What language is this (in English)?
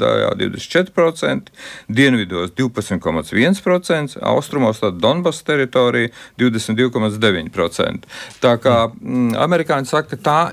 Latvian